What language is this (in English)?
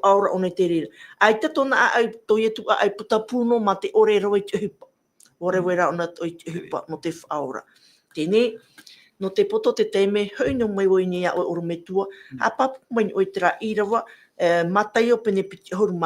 Tahitian